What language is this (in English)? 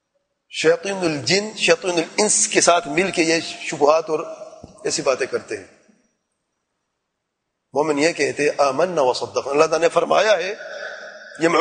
Urdu